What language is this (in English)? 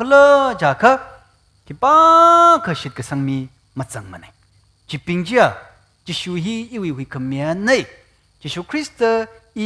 Tangkhul Naga (India)